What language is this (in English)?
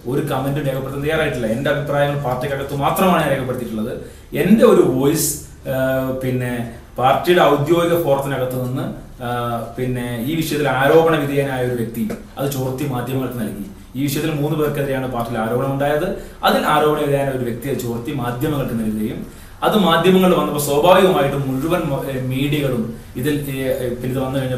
Malayalam